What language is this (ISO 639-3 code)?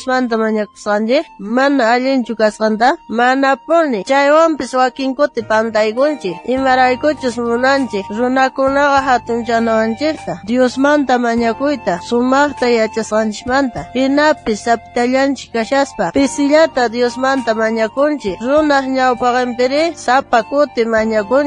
quh